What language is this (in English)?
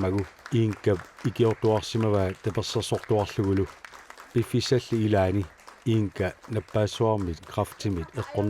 Kalaallisut